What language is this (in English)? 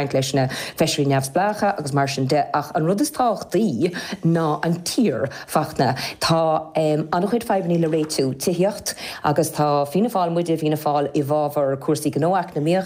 Irish